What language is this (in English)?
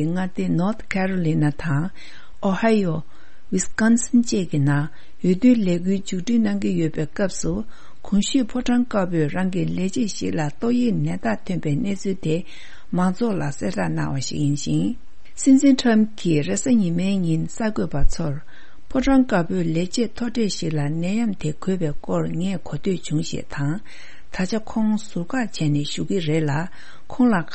Tibetan